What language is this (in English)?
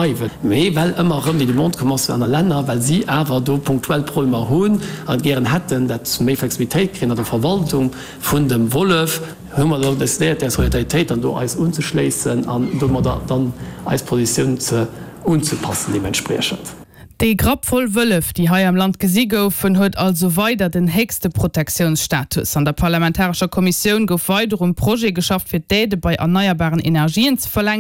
Luxembourgish